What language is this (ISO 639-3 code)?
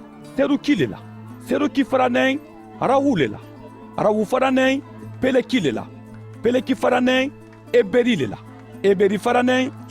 man